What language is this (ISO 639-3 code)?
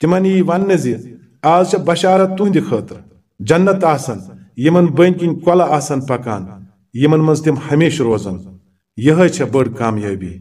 kas